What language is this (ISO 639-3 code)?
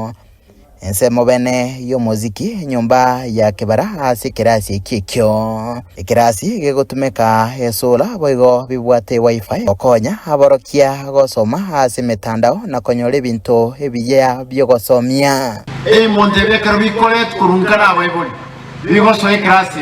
guz